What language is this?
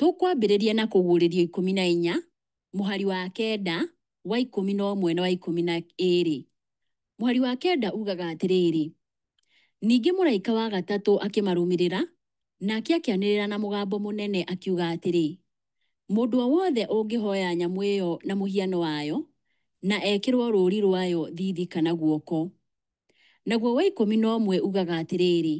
Kikuyu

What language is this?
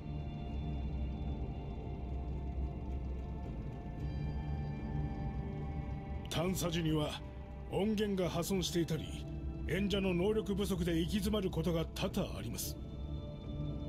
Japanese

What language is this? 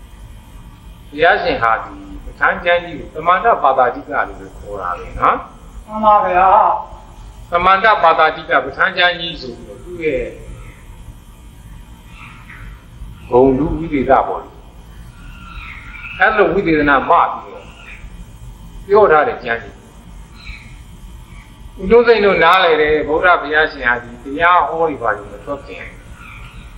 Burmese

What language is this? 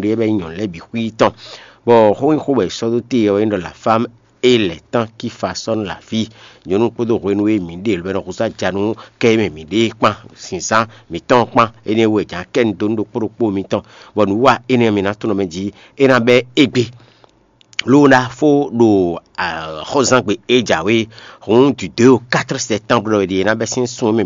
Fon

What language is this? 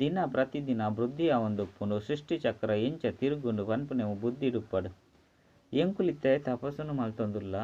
Tulu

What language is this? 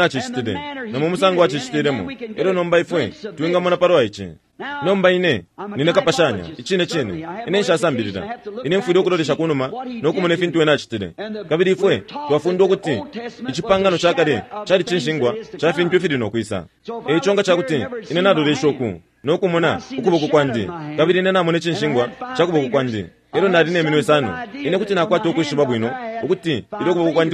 Bemba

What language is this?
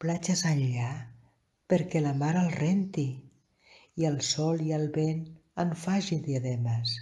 Catalan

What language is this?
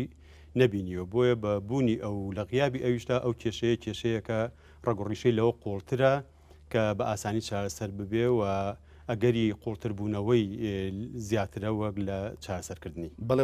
Central Kurdish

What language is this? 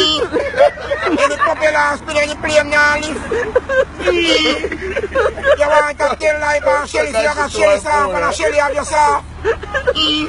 Jamaican Creole English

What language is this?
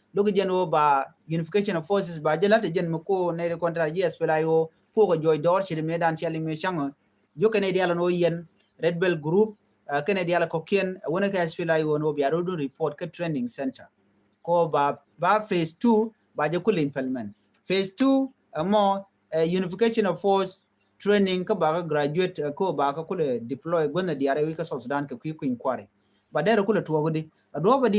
Nuer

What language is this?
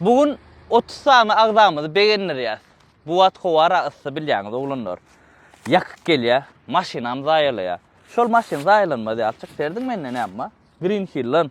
Turkmen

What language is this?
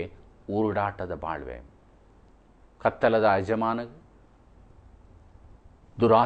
Kannada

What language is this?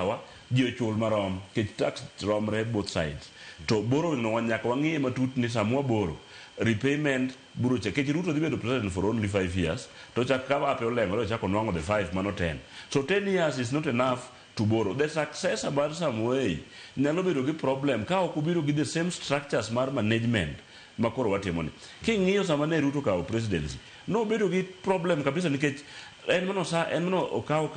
Luo (Kenya and Tanzania)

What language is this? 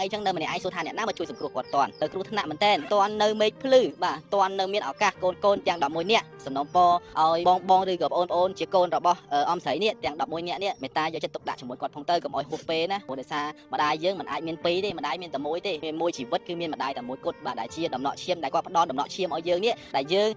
Khmer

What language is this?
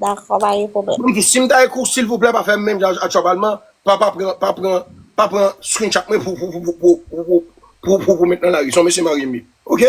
Haitian Creole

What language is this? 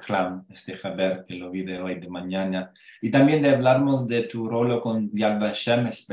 Ladino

